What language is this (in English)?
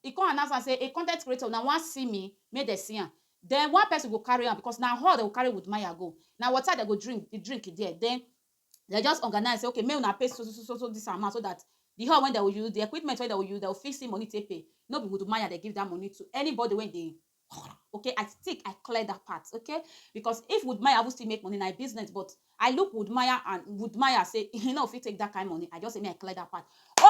Nigerian Pidgin